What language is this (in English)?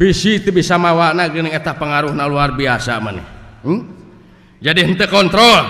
Sundanese